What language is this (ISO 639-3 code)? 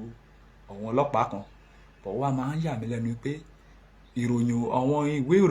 yor